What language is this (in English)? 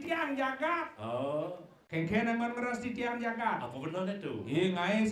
Balinese